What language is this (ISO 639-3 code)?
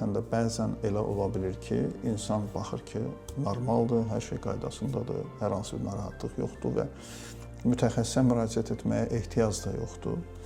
aze